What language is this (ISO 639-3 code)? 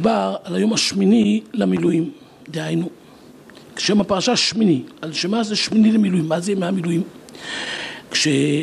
heb